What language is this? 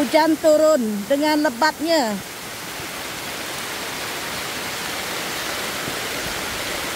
Malay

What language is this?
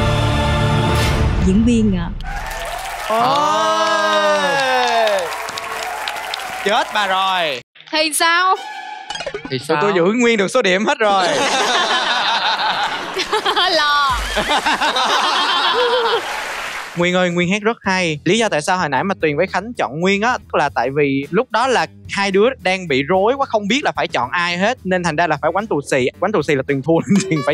Vietnamese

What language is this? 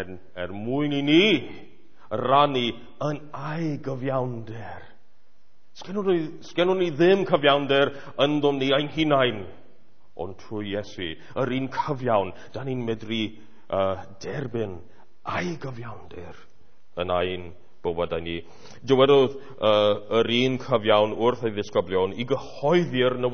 Welsh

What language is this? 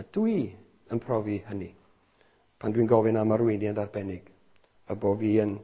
Welsh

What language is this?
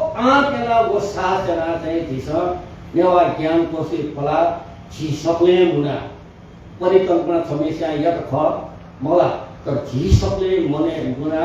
Newari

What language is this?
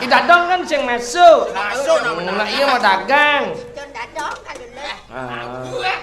Balinese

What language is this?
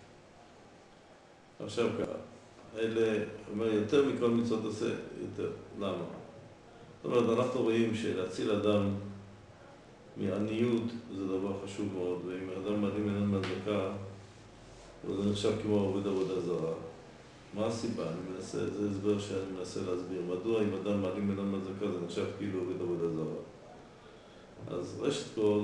Hebrew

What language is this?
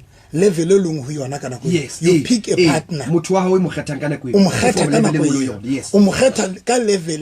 Southern Sotho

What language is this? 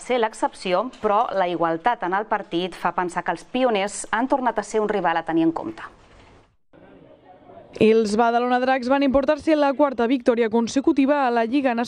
Catalan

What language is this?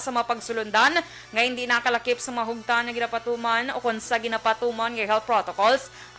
Hiligaynon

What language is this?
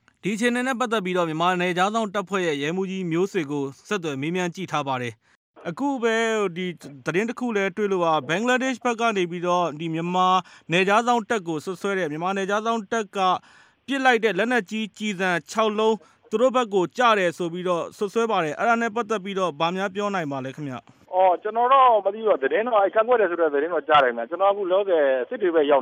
Burmese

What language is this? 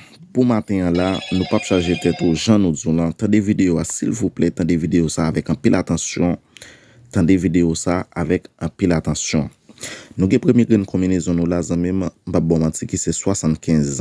Haitian Creole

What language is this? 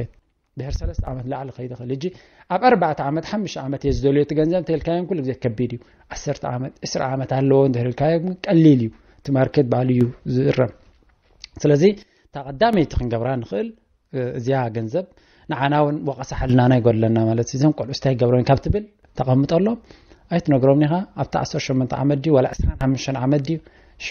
Tigrinya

